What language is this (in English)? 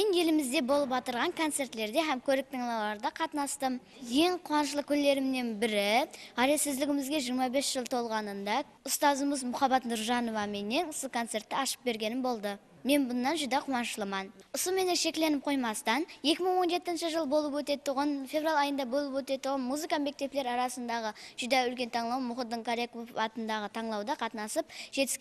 Kara-Kalpak